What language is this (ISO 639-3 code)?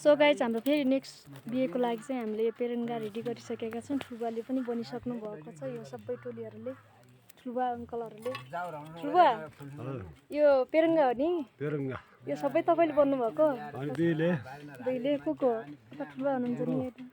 nep